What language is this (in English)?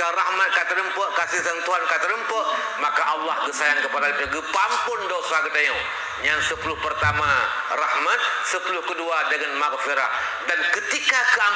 Achinese